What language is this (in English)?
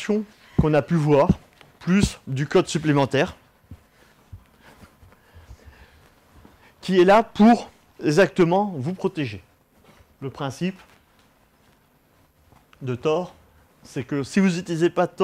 French